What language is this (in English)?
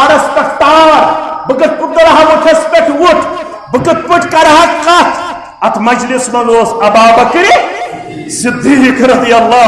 Kashmiri